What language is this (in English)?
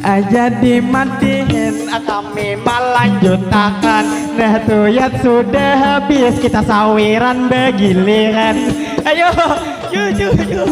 Banjar